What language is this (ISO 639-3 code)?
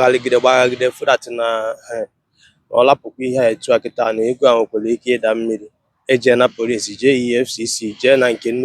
ibo